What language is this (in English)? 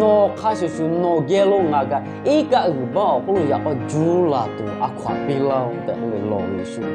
Lahu